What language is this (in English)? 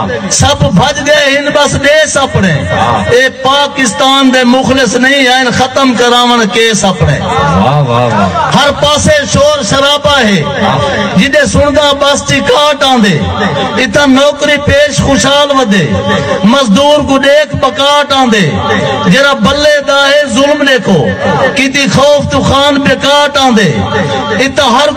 Saraiki